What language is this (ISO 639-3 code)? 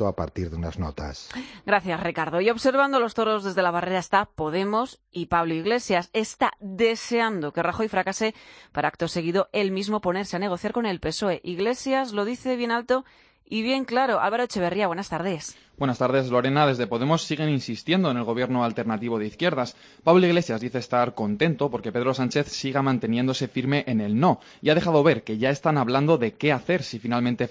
spa